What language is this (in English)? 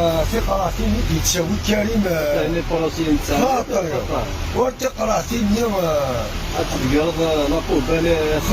Kabyle